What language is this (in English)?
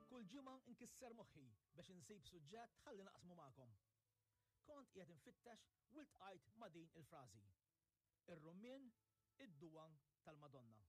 Maltese